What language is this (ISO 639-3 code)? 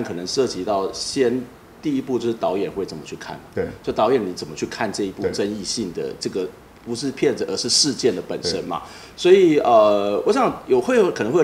zho